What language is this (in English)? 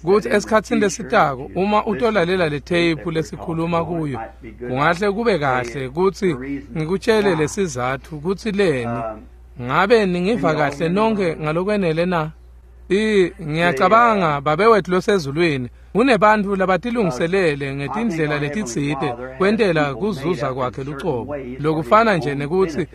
Swati